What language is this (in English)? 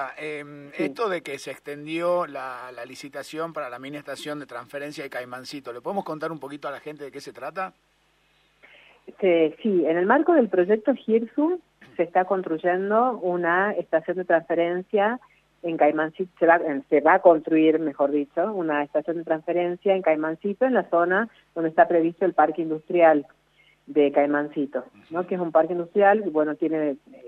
Spanish